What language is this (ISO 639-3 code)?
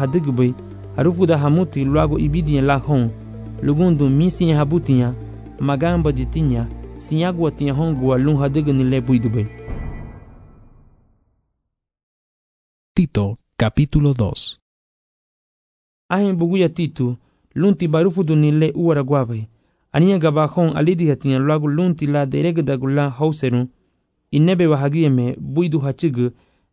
cab